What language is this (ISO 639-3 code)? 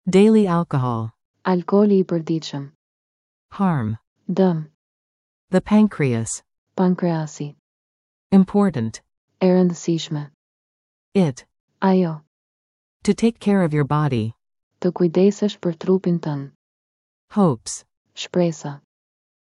sqi